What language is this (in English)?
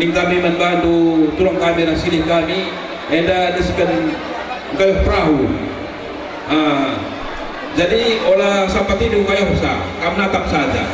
Batak Karo